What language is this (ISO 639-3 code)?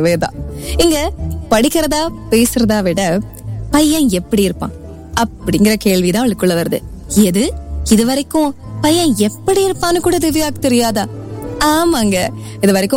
tam